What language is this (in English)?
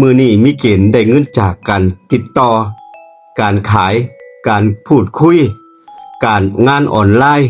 Northeastern Thai